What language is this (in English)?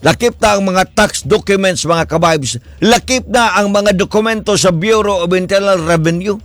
Cebuano